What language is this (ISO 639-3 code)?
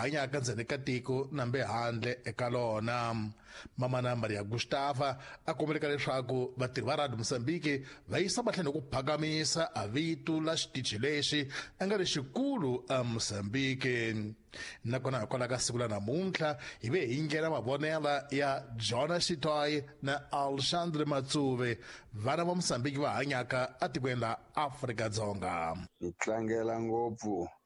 tso